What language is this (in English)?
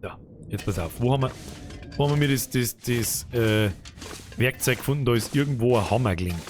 Bavarian